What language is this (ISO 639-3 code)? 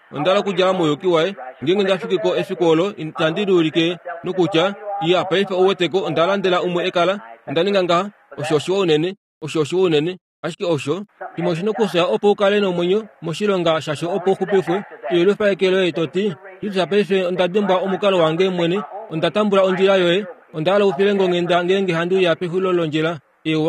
kua